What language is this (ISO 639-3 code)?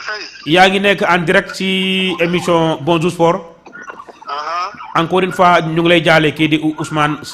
wol